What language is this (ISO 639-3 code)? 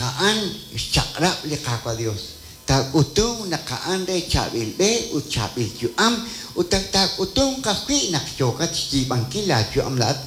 kek